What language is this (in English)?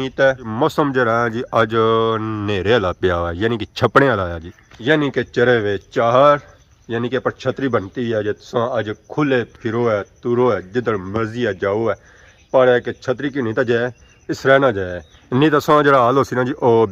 Pahari-Potwari